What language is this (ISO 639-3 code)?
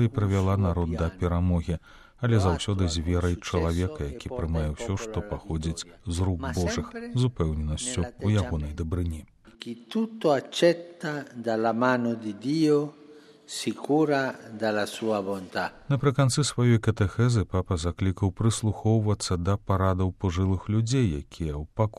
bel